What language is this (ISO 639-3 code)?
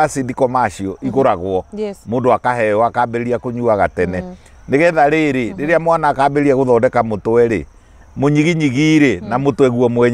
kik